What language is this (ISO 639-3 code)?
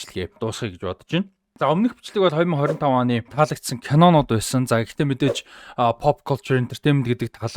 mon